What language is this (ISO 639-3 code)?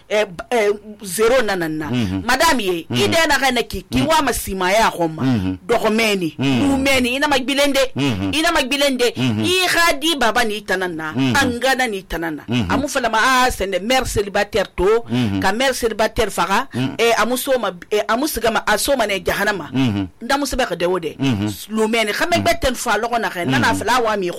sus